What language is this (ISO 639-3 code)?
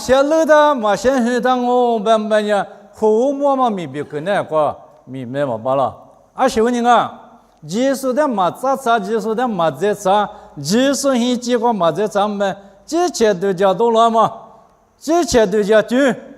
lis